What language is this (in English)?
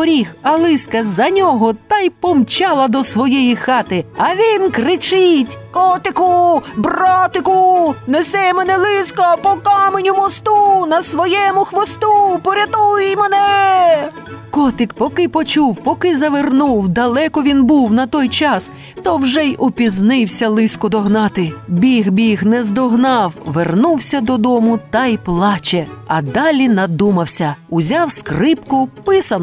Ukrainian